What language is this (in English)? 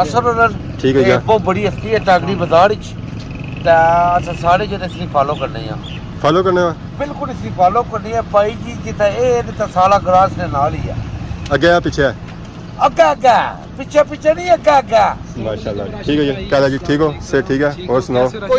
Pahari-Potwari